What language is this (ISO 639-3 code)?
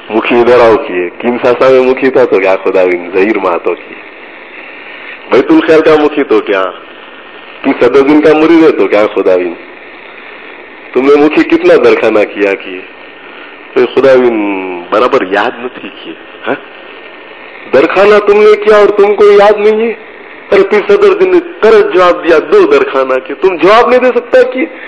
guj